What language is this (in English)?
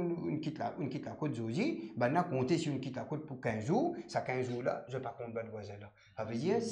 Morisyen